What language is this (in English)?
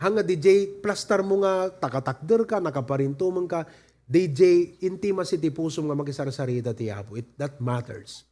Iloko